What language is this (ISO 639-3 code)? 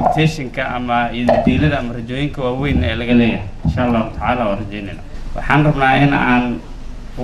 som